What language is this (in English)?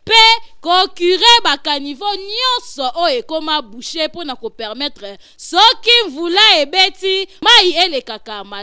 Lingala